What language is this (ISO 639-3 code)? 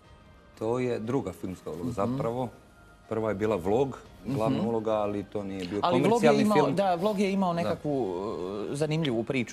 hrv